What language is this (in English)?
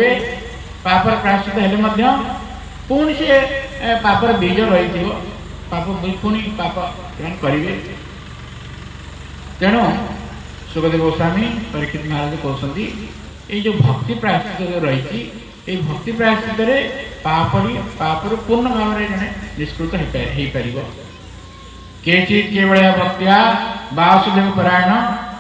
Odia